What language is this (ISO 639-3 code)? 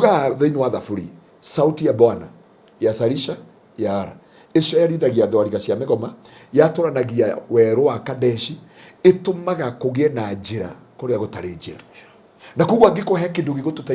kik